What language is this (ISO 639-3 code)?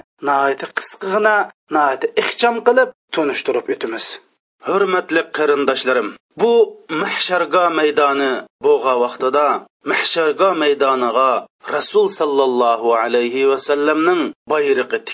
uig